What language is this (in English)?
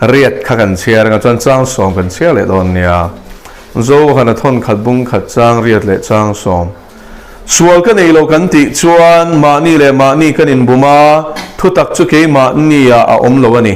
Mizo